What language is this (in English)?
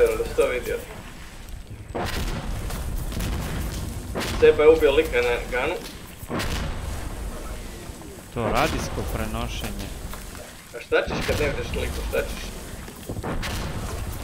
Croatian